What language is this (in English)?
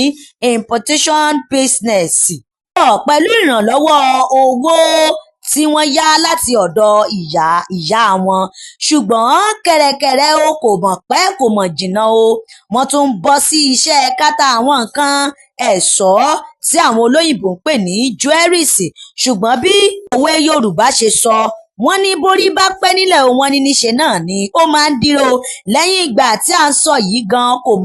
Yoruba